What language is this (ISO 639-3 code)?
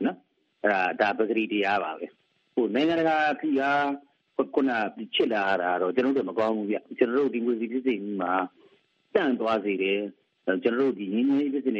mya